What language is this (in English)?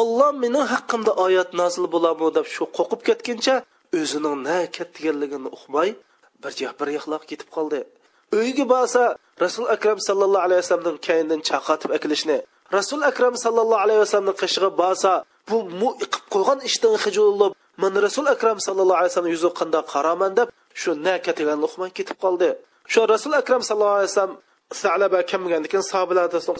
Uyghur